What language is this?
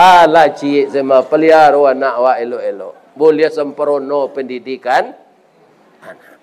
Minangkabau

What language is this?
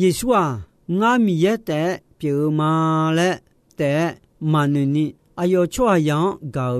Akha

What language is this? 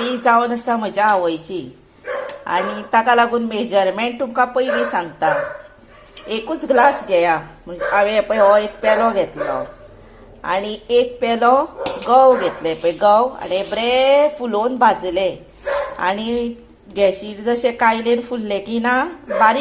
Konkani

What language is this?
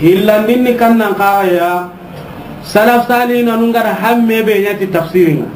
Soninke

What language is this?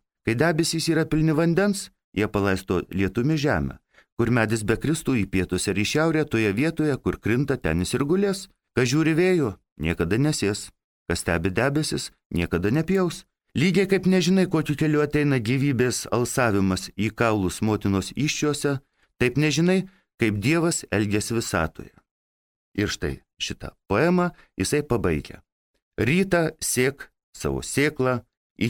Lithuanian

